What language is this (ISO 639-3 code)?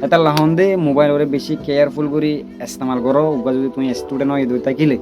rhg